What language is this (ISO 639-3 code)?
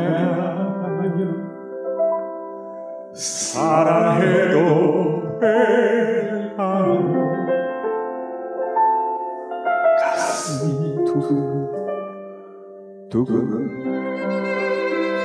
kor